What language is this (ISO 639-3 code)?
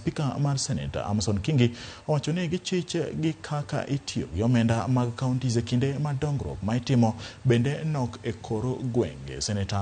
luo